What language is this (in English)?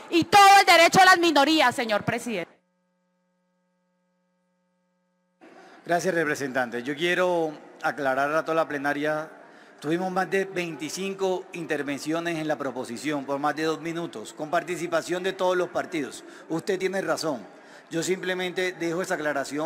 Spanish